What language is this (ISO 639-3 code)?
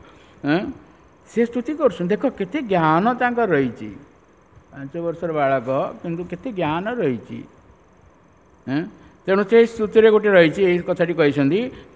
ori